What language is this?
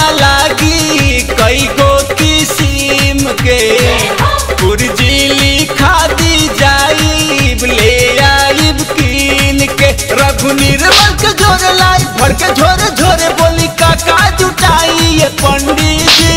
Bhojpuri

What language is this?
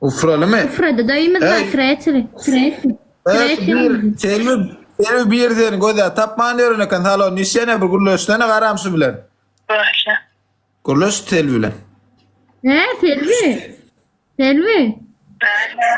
Turkmen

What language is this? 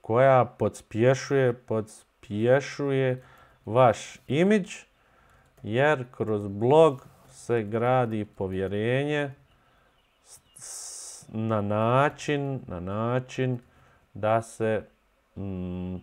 Bosnian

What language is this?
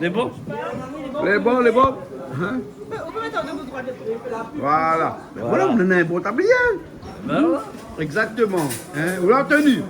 Réunion Creole French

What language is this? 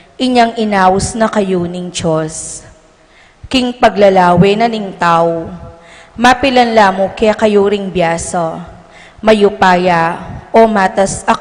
Pampanga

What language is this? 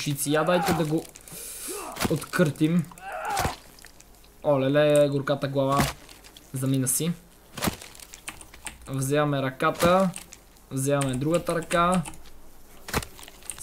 Bulgarian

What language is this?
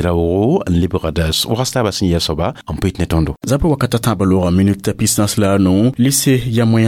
Mossi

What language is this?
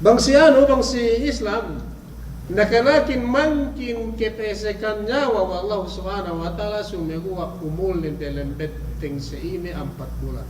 Yakan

